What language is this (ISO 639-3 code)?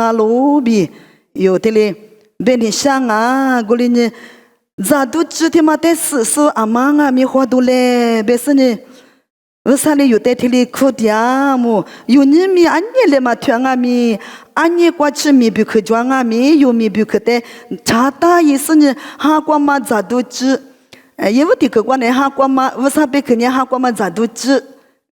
lis